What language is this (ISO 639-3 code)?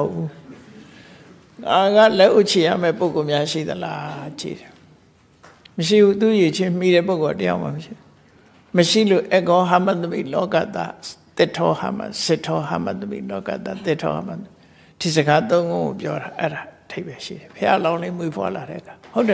mya